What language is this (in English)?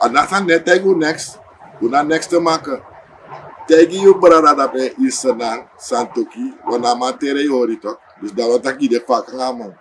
Sranan Tongo